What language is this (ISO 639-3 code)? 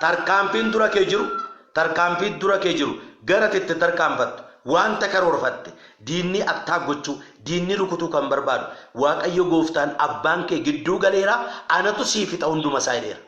orm